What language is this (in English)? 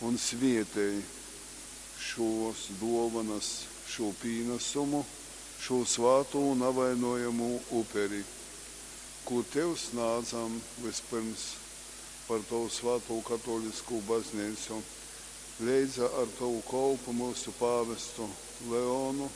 Latgalian